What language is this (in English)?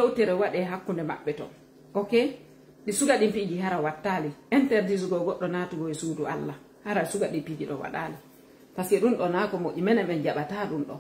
Fula